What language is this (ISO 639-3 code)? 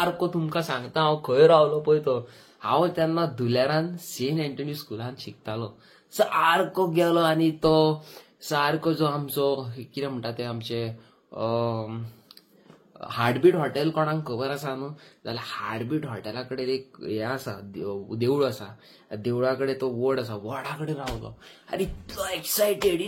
kok